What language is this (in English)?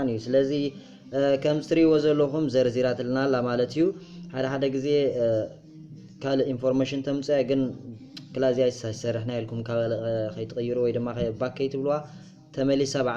Tigrinya